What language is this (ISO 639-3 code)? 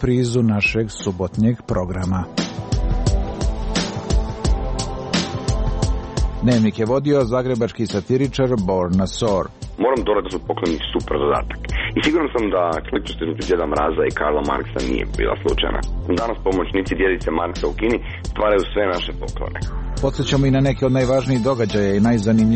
hrv